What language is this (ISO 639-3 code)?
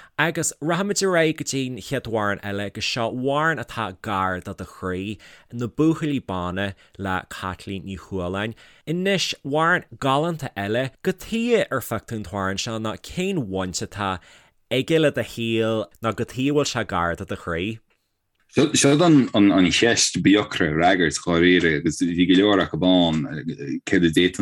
gle